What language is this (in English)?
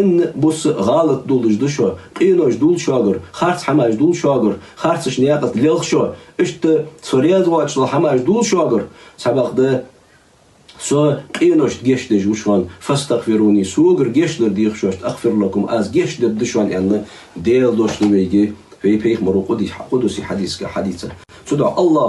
Ingush